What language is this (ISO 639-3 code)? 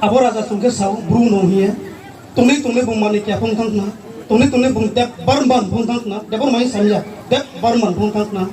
ria